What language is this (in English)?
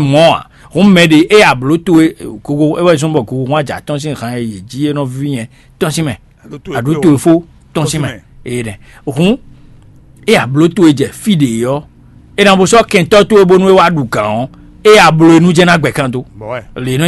Fon